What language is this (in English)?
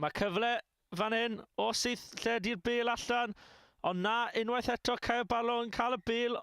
Welsh